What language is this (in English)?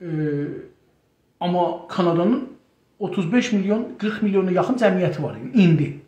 South Azerbaijani